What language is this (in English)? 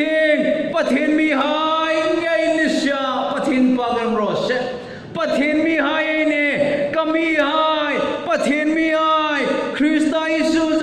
Hmar